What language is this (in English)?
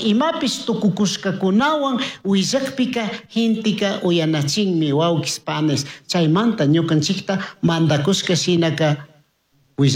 Chimborazo Highland Quichua